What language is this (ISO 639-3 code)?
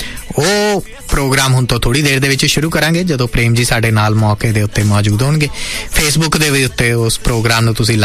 pan